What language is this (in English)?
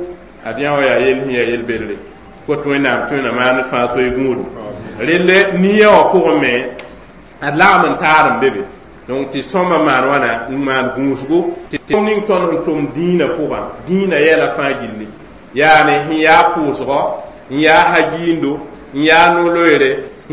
Mossi